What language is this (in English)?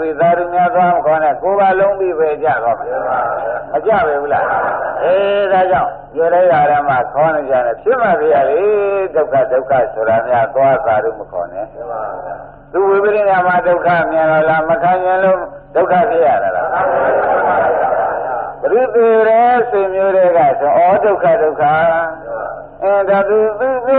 Burmese